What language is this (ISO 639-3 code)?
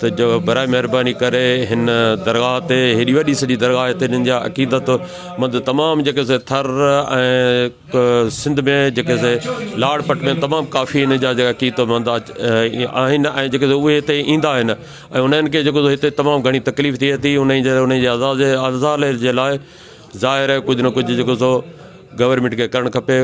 snd